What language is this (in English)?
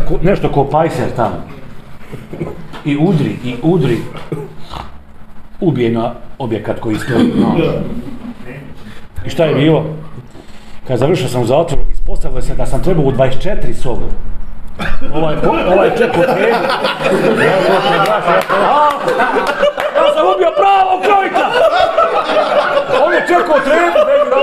Bosnian